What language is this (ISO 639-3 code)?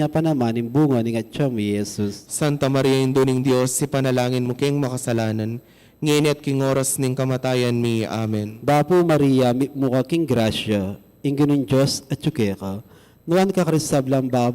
pam